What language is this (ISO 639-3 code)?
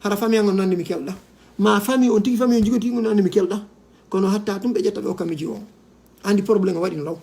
ful